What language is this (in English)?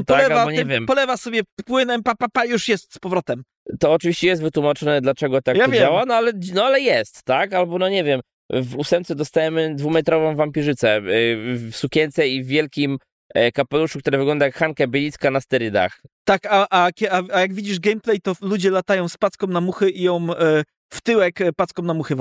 Polish